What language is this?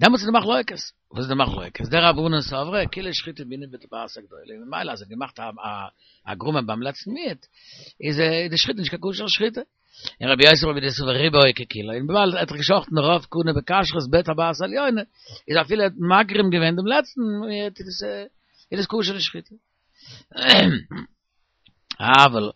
Yiddish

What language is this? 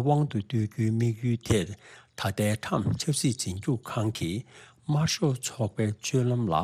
Tibetan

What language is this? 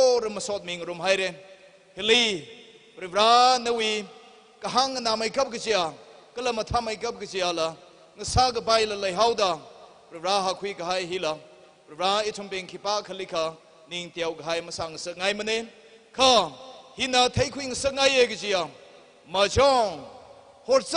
Tangkhul Naga (India)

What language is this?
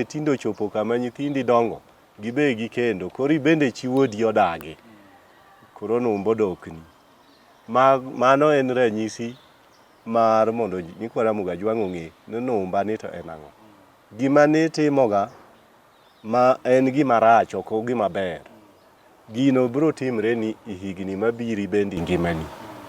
Luo (Kenya and Tanzania)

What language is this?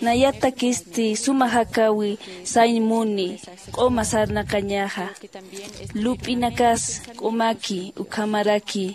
Aymara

